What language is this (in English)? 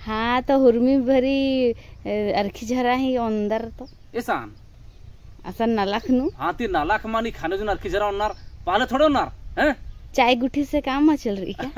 Kurukh